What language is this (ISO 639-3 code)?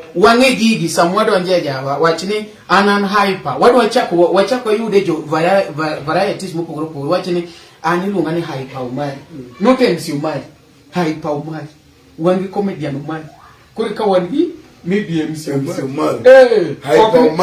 luo